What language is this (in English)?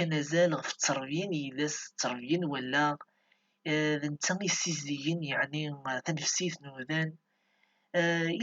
Kabyle